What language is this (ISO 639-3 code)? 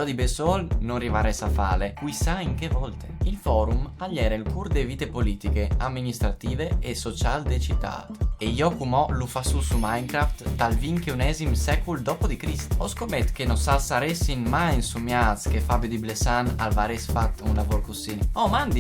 fur